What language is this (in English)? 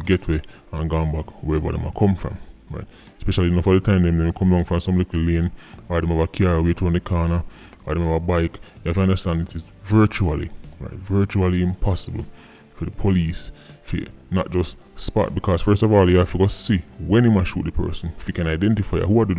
Jamaican Creole English